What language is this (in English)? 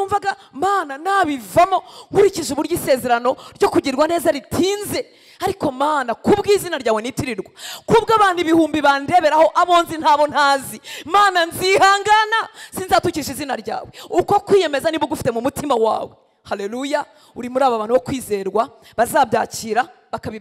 Kinyarwanda